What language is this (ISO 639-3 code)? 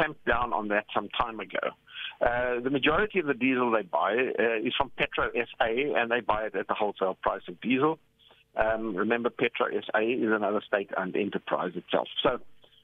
eng